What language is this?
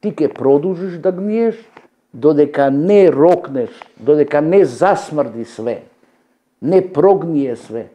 Macedonian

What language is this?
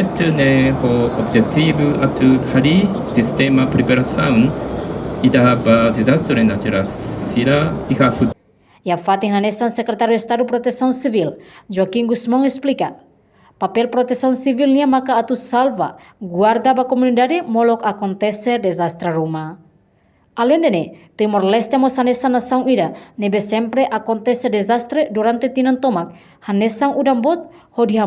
Tetum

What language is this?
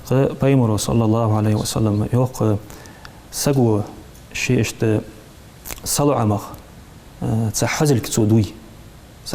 Ingush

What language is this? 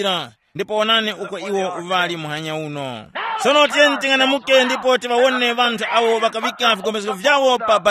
Tumbuka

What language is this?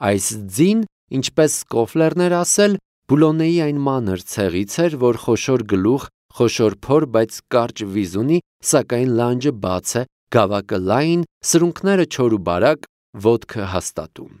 Armenian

